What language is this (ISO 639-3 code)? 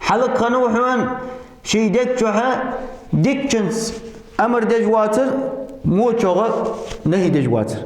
inh